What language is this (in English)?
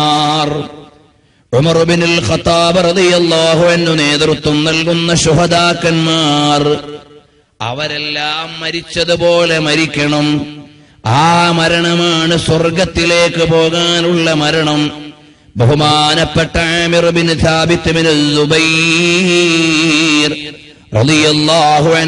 Malayalam